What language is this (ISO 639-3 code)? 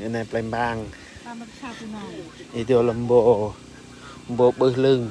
cmo